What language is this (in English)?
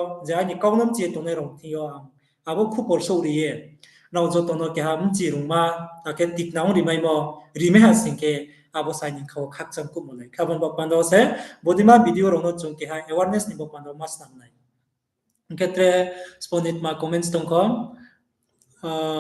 Riang (India)